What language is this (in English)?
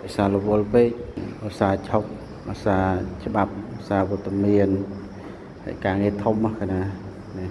Khmer